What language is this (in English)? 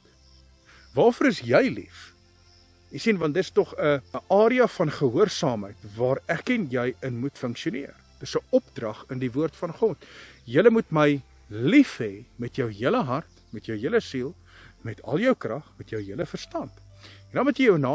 Afrikaans